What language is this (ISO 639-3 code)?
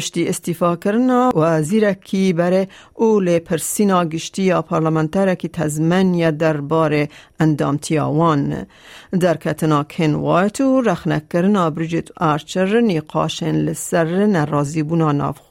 kur